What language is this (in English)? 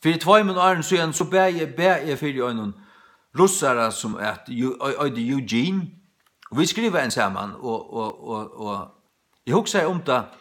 Faroese